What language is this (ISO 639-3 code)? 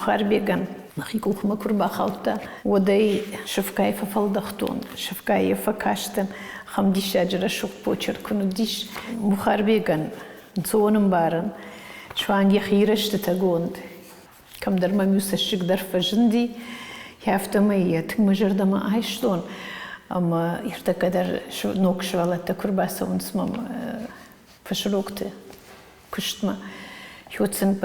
oss